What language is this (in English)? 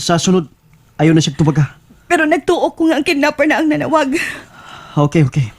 Cebuano